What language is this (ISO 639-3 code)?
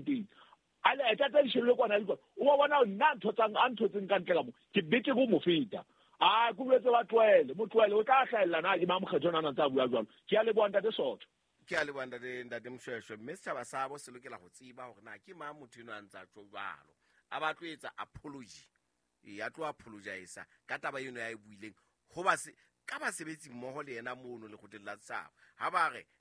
sot